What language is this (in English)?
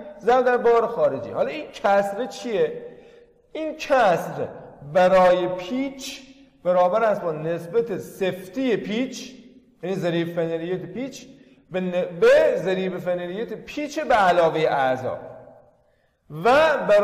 Persian